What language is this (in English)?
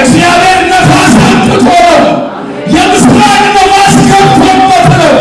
Amharic